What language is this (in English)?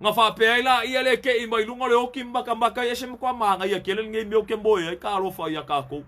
Samoan